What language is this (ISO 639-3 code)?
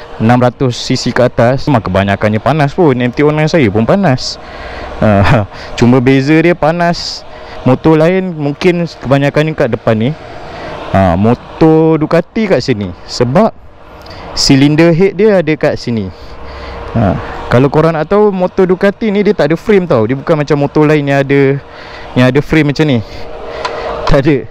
msa